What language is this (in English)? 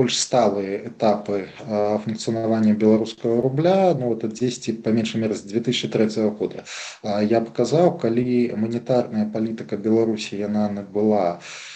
Belarusian